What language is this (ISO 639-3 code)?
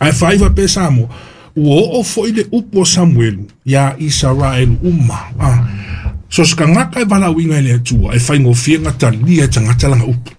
smo